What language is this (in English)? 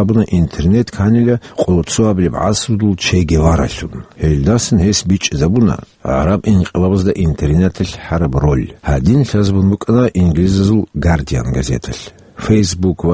Avaric